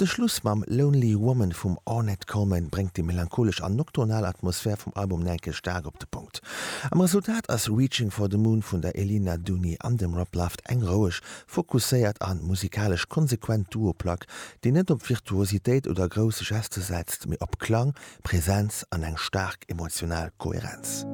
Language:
Luxembourgish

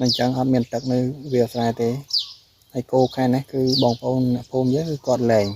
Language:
Khmer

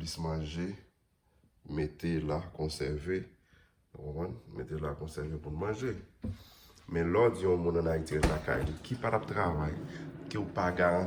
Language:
Haitian Creole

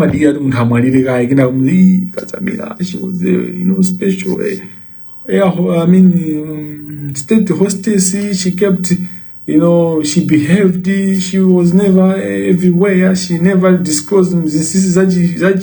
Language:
Nyanja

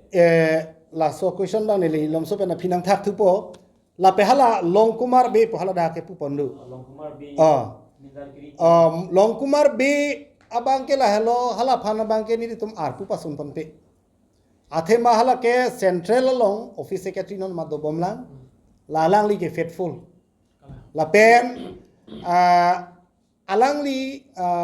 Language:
Karbi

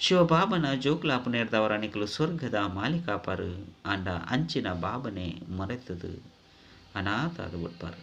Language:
Tulu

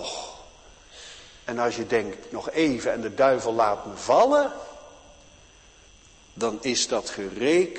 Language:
Dutch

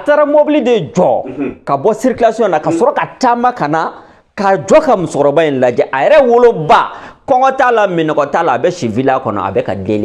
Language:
Bambara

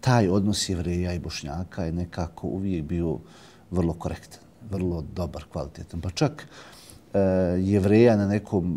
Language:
Bosnian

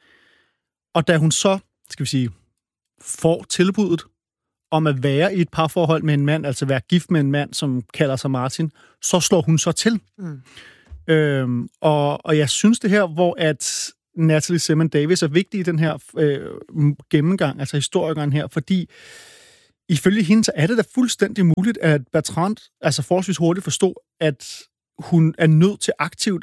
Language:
Danish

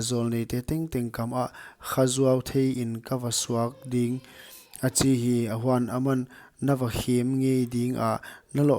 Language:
Paite Chin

